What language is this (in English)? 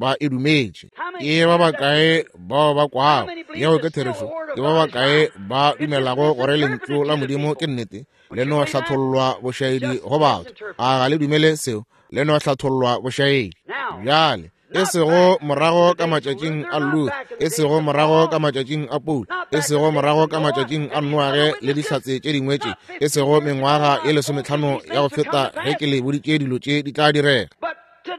Northern Sotho